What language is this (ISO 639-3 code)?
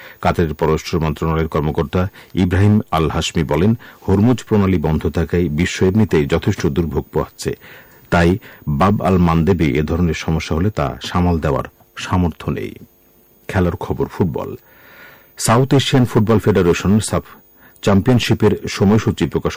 ben